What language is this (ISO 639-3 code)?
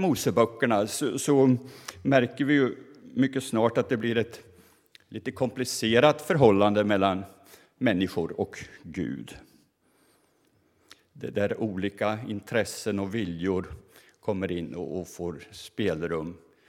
swe